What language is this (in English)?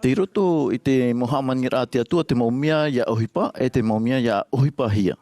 Tahitian